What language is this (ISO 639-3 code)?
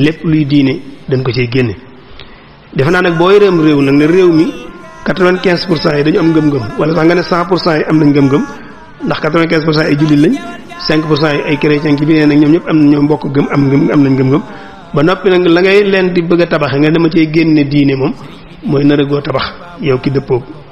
wol